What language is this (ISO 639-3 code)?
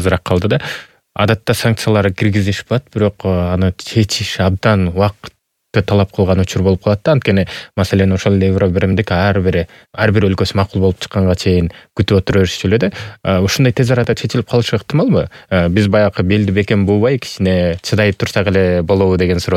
kir